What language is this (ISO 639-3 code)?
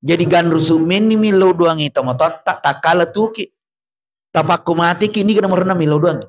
bug